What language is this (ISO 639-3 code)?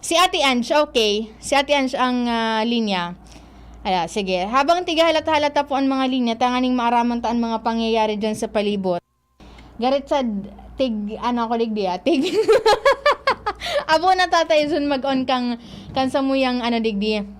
bik